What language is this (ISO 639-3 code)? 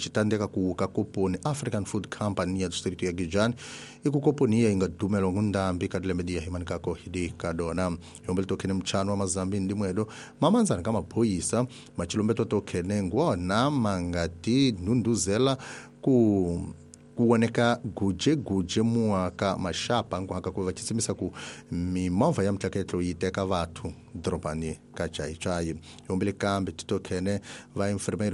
tso